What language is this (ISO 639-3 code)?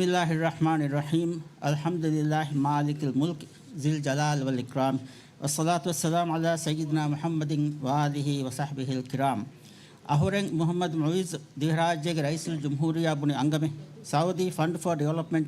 div